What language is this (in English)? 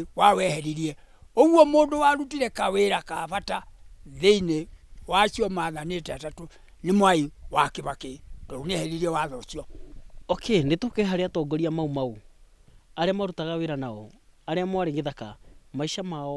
Kikuyu